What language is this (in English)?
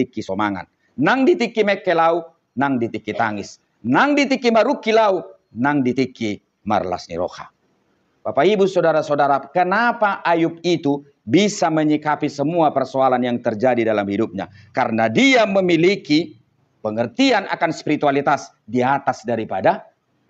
Batak Toba